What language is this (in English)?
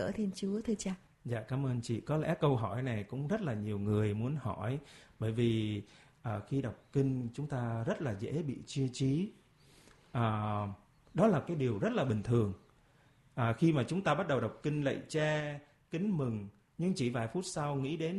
Vietnamese